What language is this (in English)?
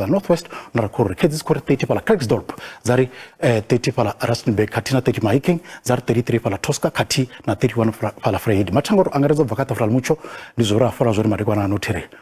Venda